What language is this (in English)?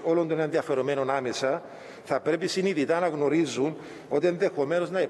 Greek